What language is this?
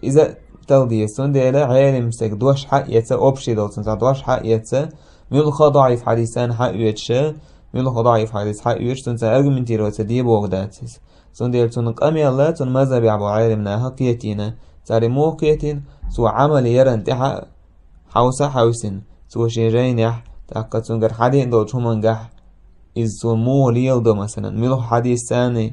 Chechen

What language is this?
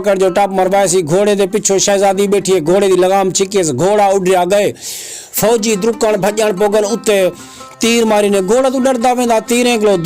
Saraiki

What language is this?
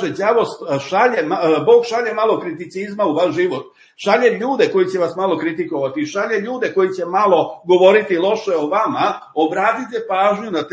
Serbian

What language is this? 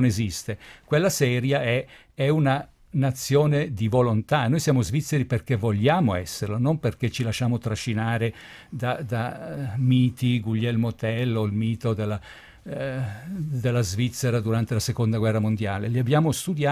Italian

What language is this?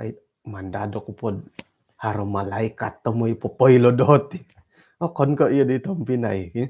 Central Dusun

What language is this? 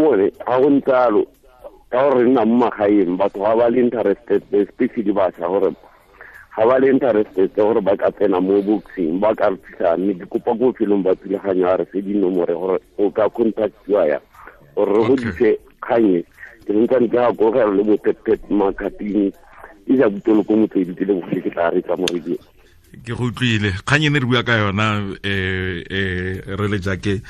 Tswana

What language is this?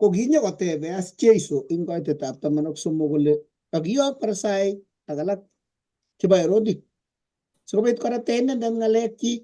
Kalenjin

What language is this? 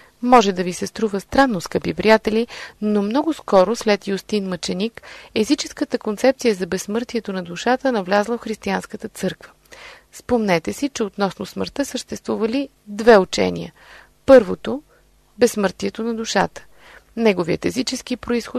Bulgarian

